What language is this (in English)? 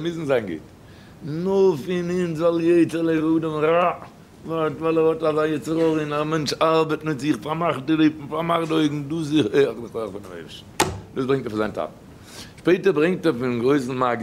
Yiddish